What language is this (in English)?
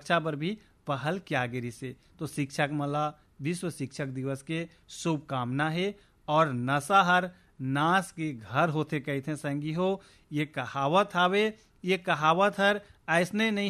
Chhattisgarhi